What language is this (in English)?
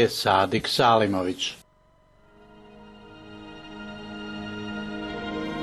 Bosnian